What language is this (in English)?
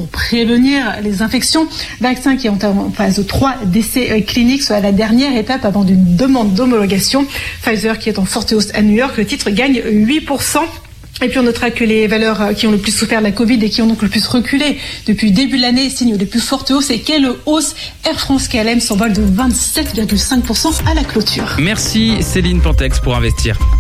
French